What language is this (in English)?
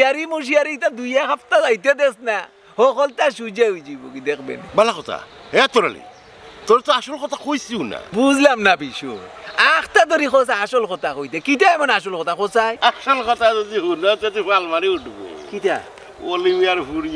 Sylheti